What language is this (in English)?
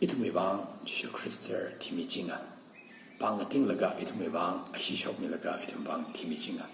Tangkhul Naga (India)